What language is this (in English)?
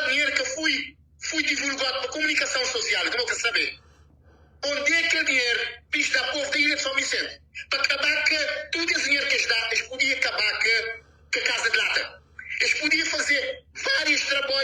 Kabuverdianu